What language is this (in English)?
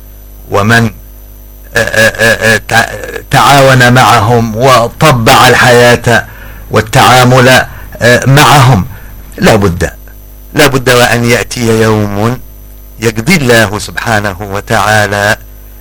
Arabic